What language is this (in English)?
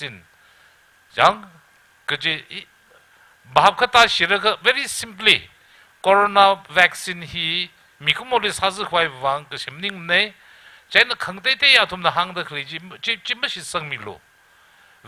Tangkhul Naga (India)